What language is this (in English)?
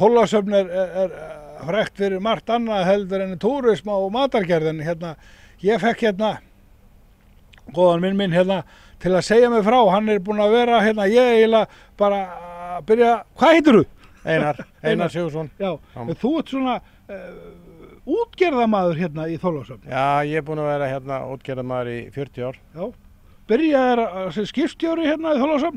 Icelandic